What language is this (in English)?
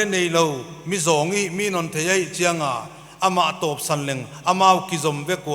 Paite Chin